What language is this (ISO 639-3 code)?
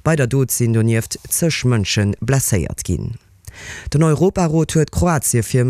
ltz